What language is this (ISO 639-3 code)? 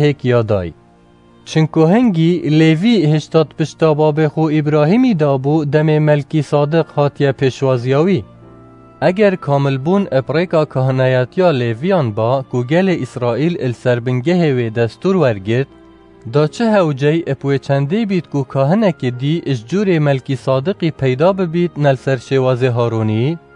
kur